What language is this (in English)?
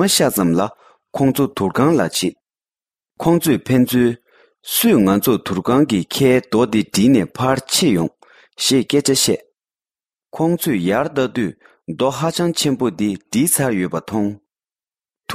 Tibetan